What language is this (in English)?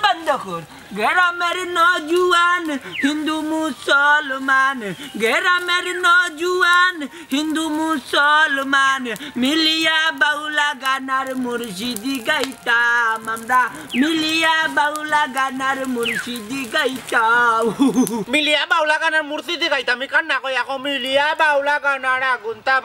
Sylheti